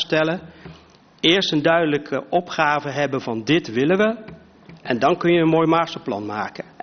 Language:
Dutch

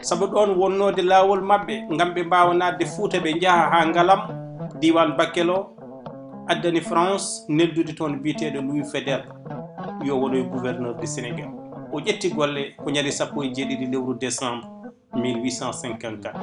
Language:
Fula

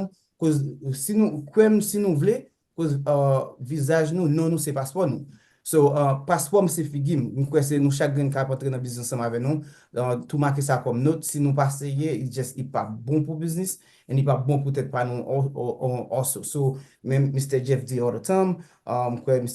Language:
Haitian Creole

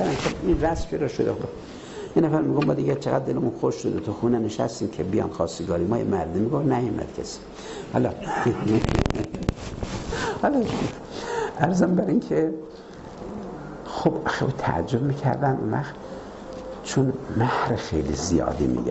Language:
Persian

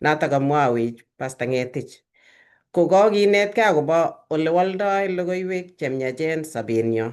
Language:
Kalenjin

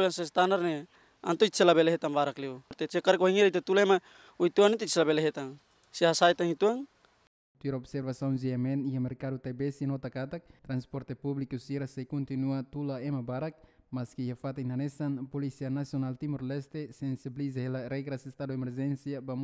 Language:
Tetum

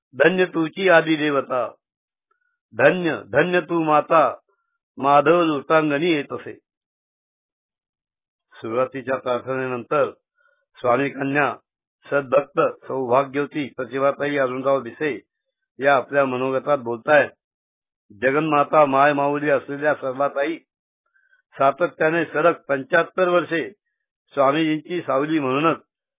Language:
Marathi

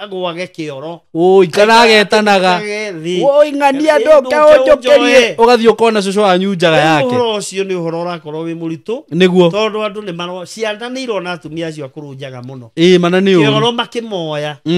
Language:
Kikuyu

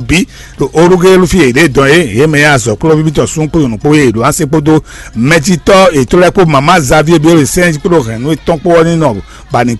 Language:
Fon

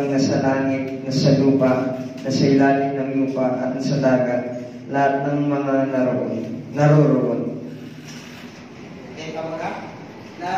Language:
Filipino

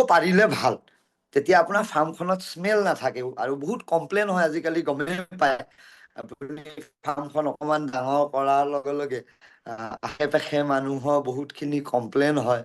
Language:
Assamese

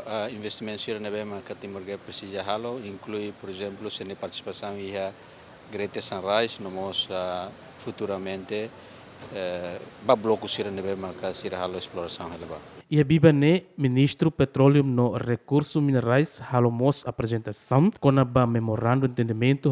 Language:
Tetum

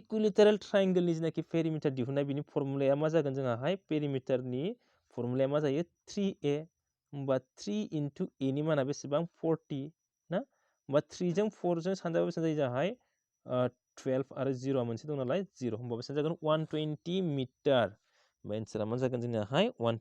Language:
Bodo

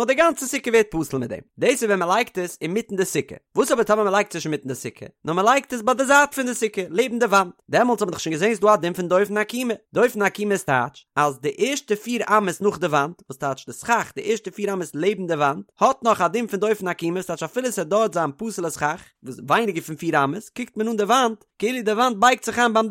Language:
Yiddish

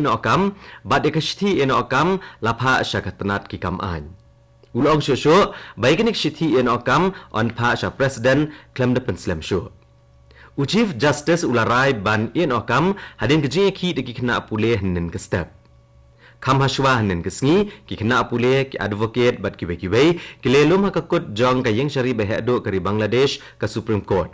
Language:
Khasi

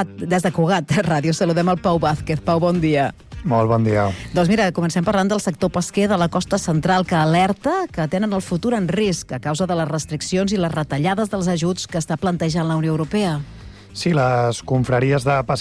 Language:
Catalan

